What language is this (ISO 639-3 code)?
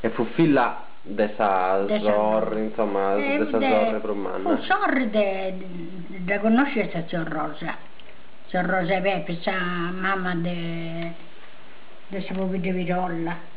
srd